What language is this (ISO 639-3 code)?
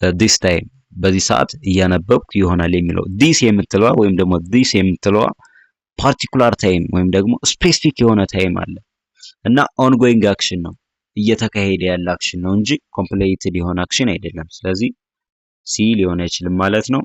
amh